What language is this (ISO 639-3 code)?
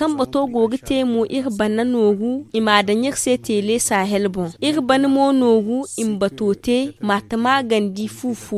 dje